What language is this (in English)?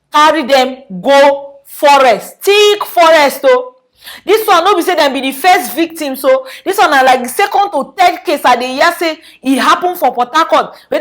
Nigerian Pidgin